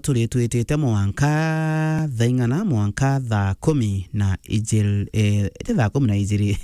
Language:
Meru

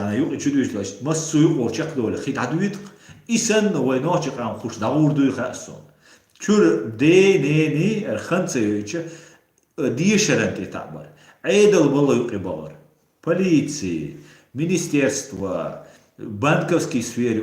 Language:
Chechen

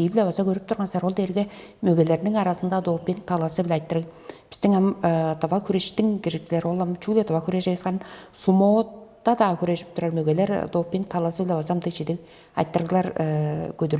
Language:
Tuvinian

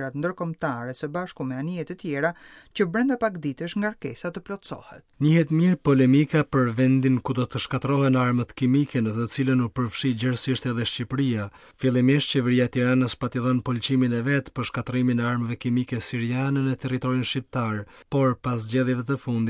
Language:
Albanian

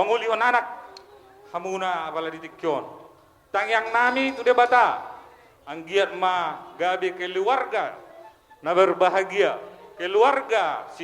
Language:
Batak Toba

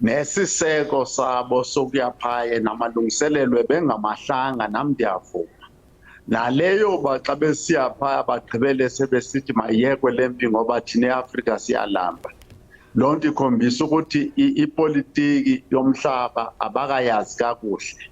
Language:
Zulu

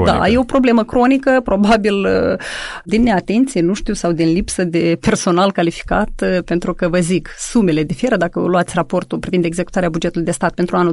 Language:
Romanian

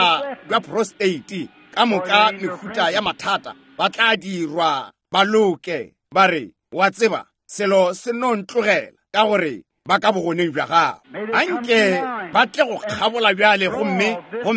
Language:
Northern Sotho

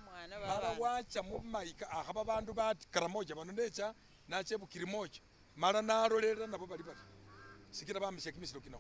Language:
Masaaba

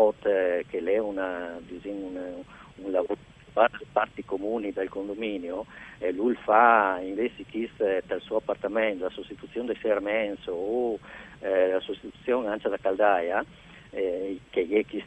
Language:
Friulian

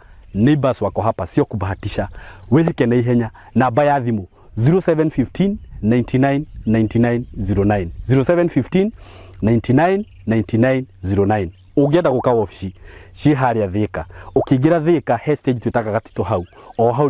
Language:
Kikuyu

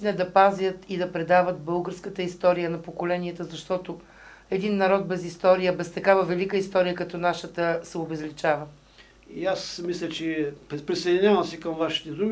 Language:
Bulgarian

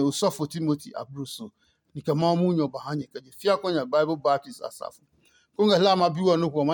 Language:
Adangme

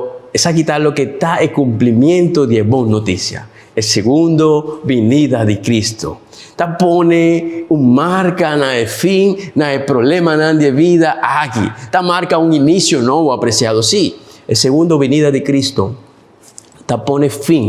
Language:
Papiamento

